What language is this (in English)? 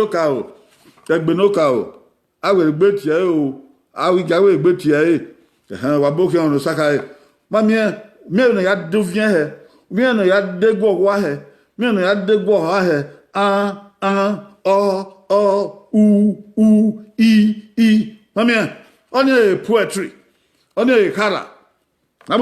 Bini